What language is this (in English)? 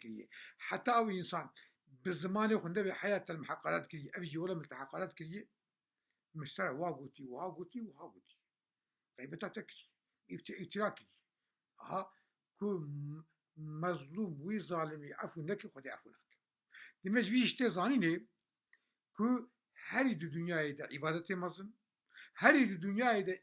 Kurdish